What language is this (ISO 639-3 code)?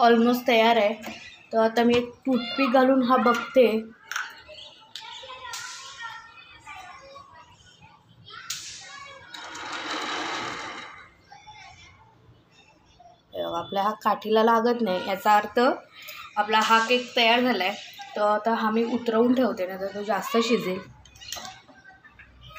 mar